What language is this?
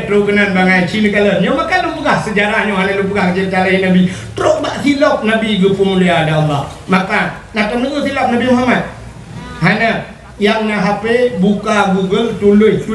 Achinese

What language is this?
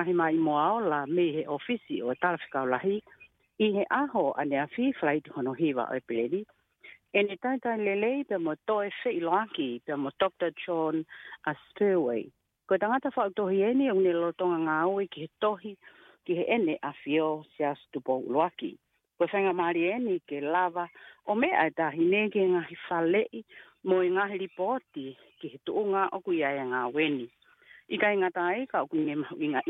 Tongan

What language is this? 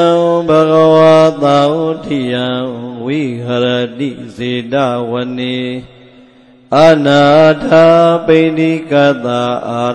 Burmese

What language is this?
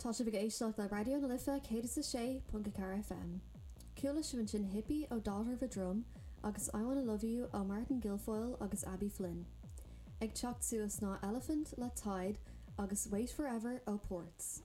Irish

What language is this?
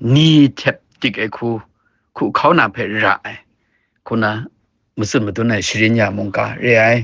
Kachin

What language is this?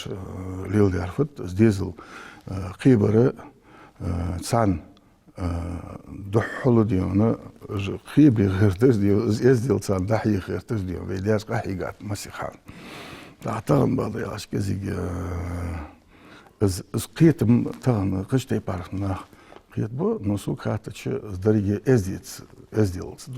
Ingush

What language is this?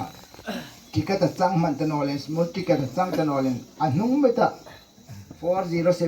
Hmar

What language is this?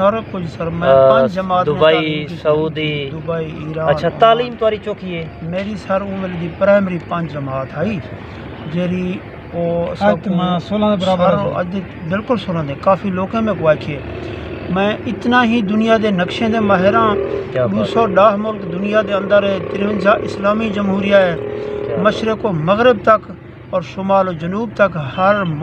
Saraiki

